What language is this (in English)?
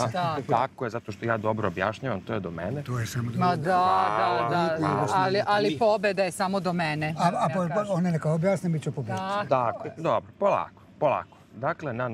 Serbian